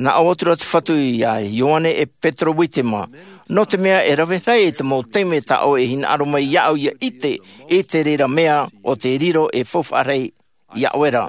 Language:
Tahitian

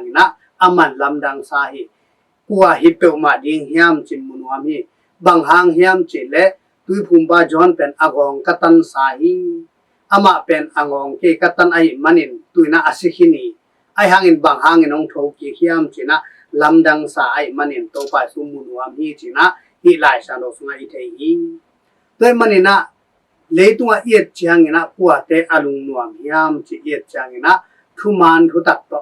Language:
Tedim Chin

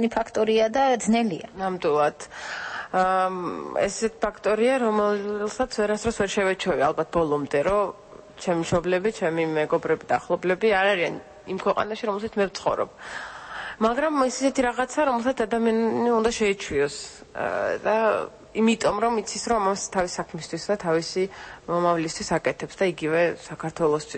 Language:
Georgian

